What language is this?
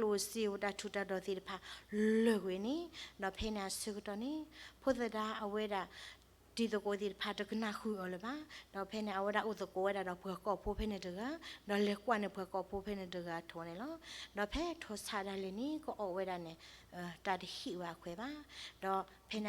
S'gaw Karen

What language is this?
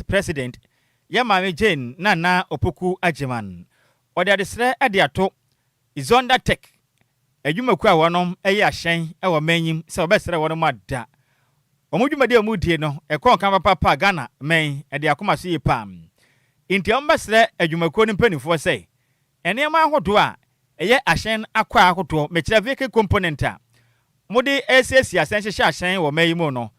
Akan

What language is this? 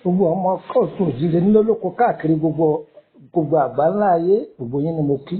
Yoruba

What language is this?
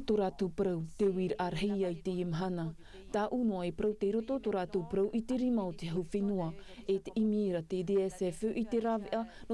Tahitian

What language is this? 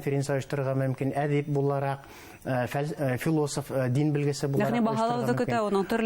Bashkir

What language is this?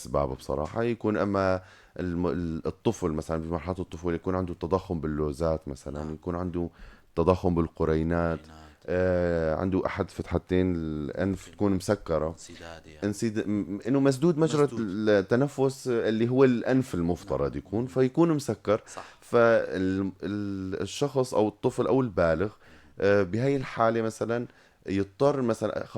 North Levantine Arabic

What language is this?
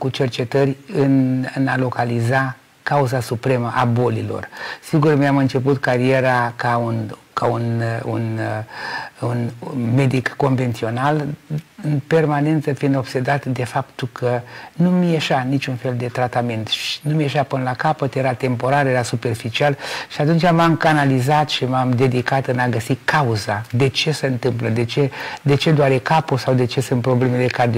Romanian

